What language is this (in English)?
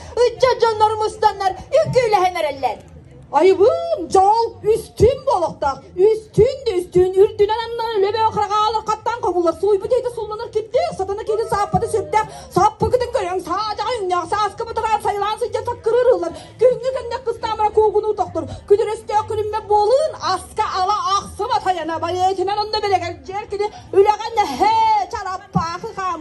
Yakut